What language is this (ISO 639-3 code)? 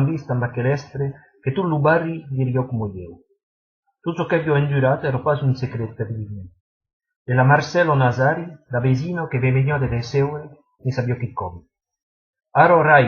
oci